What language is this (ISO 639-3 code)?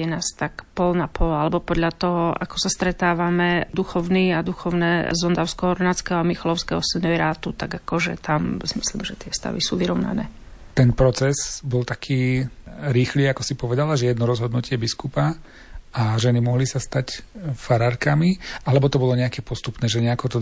slk